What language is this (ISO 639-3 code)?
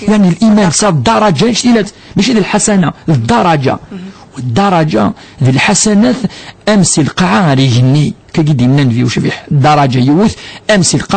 kab